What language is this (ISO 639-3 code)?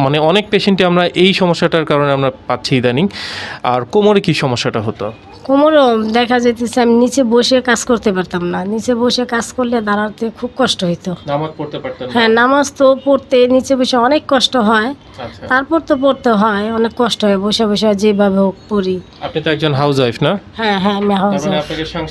ben